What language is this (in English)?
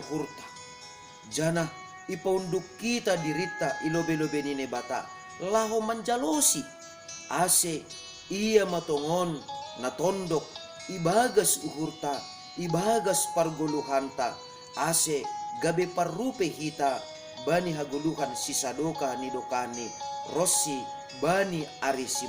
Batak Simalungun